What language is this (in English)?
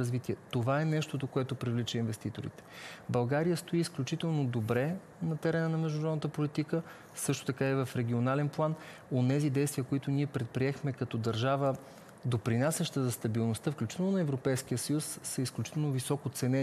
Bulgarian